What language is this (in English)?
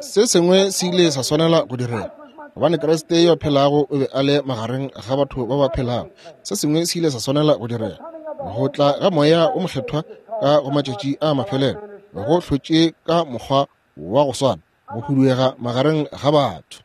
Northern Sotho